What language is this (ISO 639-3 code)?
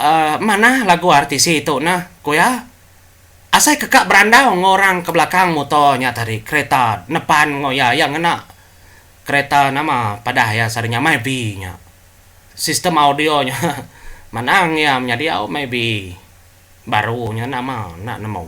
iba